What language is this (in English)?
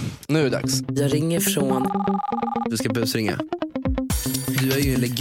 Swedish